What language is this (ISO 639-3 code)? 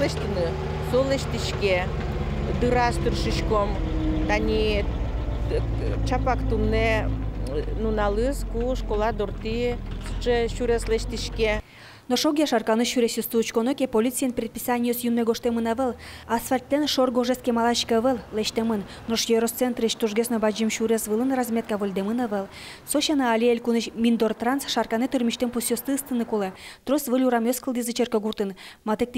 udm